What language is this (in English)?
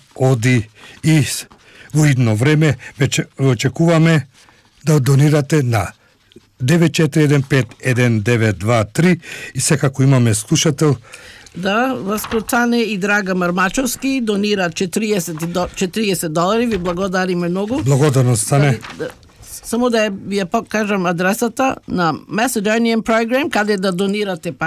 Macedonian